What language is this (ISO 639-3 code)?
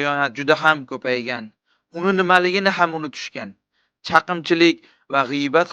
uzb